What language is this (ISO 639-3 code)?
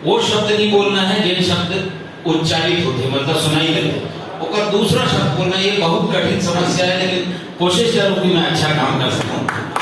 hne